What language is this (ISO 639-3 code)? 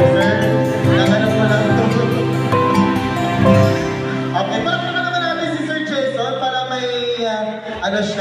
fil